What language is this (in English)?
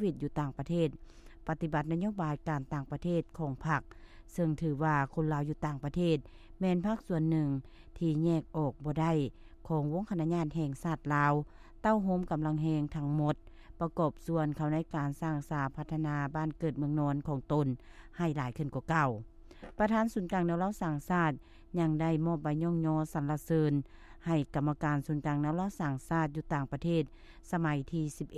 Lao